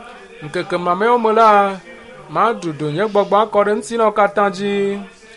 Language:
Ewe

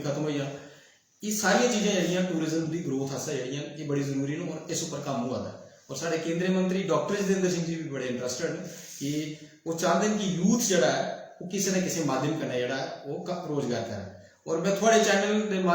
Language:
Dogri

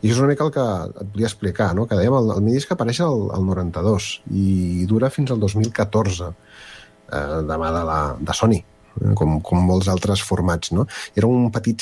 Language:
Catalan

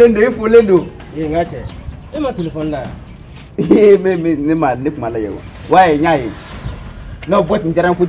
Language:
Bambara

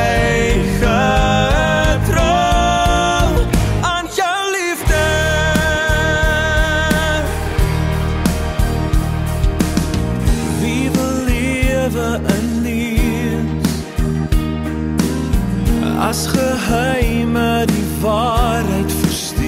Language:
Afrikaans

